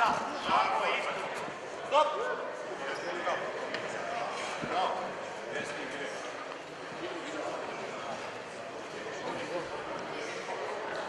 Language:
Croatian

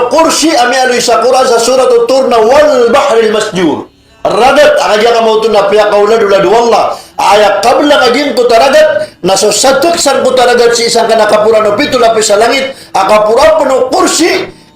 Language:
Maranao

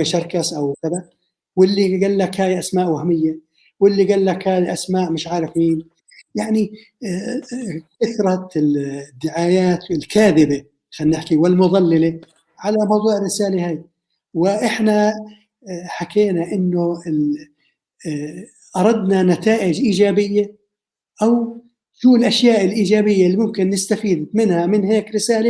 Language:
North Levantine Arabic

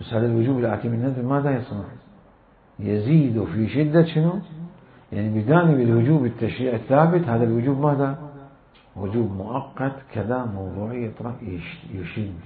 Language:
Mesopotamian Arabic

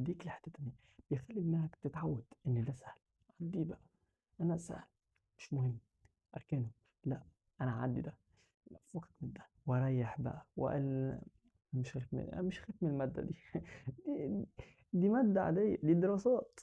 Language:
Egyptian Arabic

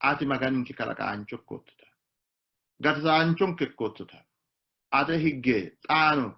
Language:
Sidamo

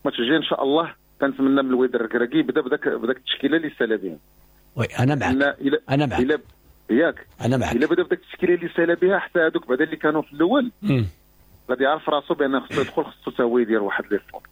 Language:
Moroccan Arabic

